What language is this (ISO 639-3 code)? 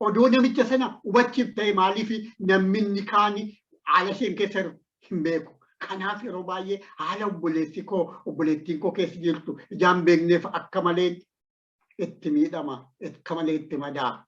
orm